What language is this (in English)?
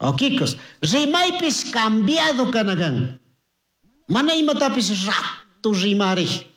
Chimborazo Highland Quichua